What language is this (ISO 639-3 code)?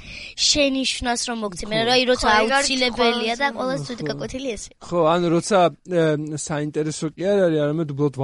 kat